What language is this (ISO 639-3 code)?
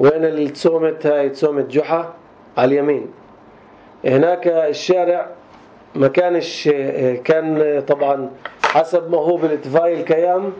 apc